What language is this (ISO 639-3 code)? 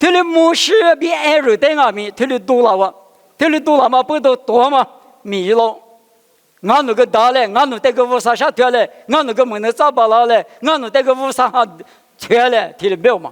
lis